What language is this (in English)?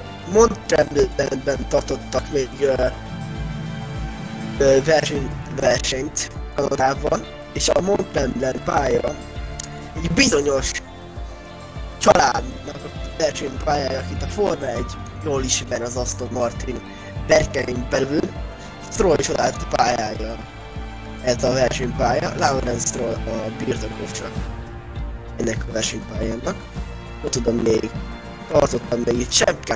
Hungarian